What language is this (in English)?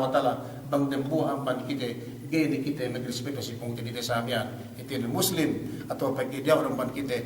Yakan